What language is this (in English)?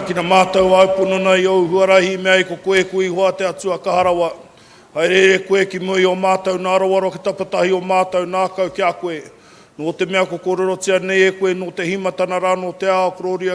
Māori